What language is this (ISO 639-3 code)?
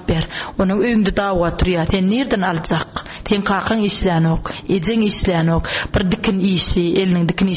tuk